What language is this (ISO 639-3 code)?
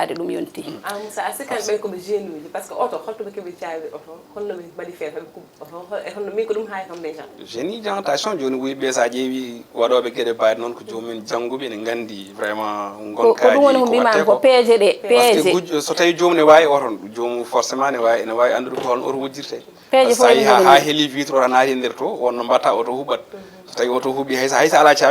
ful